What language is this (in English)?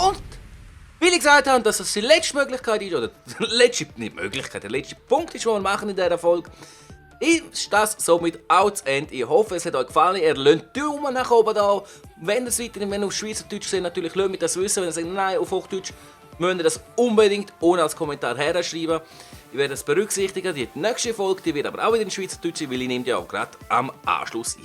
Swiss German